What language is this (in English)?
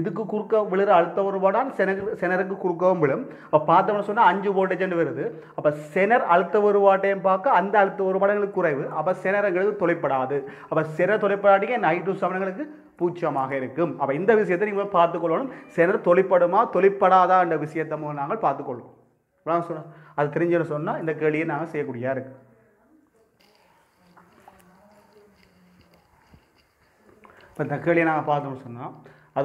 Tamil